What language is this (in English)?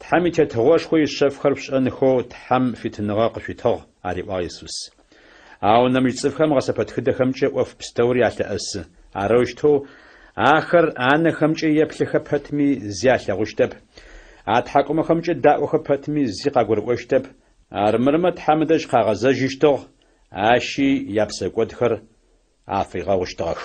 Adyghe